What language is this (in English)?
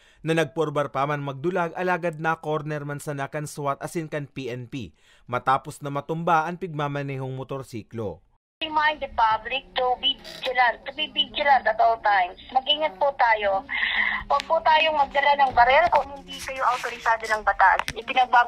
Bikol